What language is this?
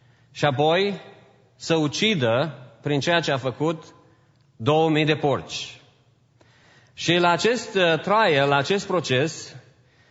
Romanian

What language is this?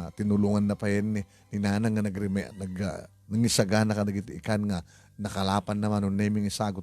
Iloko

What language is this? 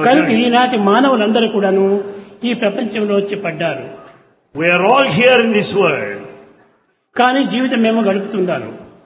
Telugu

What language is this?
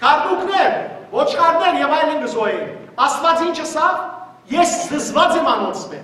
Western Armenian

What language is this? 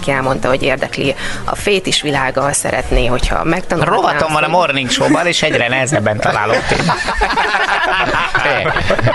Hungarian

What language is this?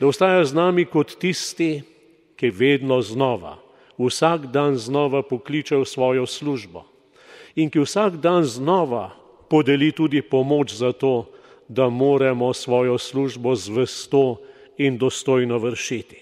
Slovenian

